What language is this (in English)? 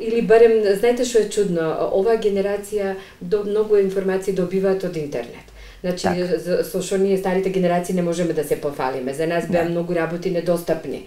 Macedonian